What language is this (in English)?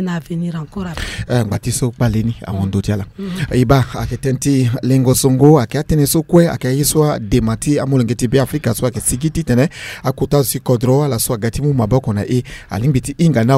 Sango